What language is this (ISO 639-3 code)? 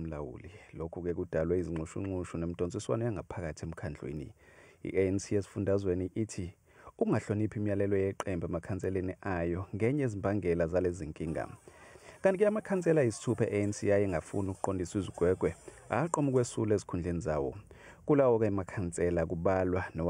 zul